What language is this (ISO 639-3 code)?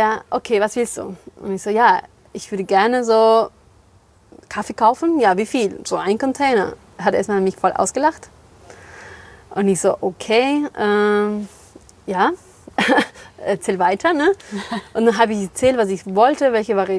deu